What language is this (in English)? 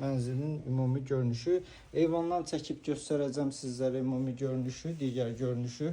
Azerbaijani